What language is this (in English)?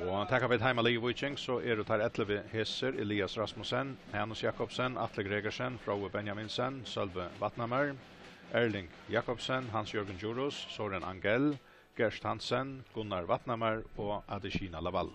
Faroese